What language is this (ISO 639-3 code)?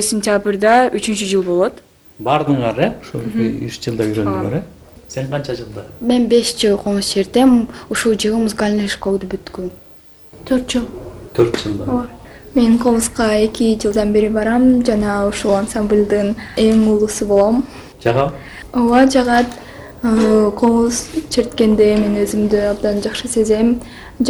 kir